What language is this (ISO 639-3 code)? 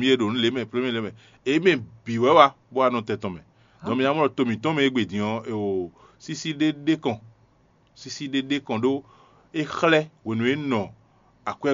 fon